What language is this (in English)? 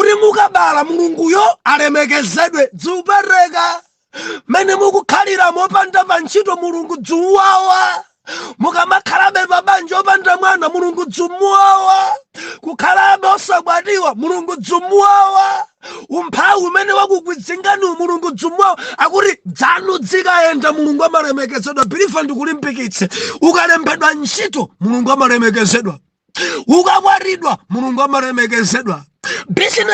Nyanja